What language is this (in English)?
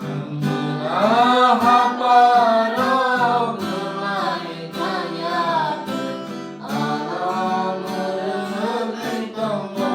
Kok Borok